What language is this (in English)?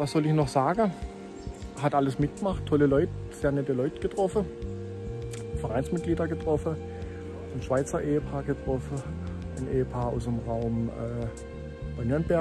German